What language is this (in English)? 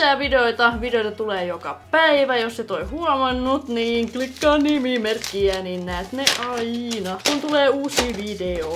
Finnish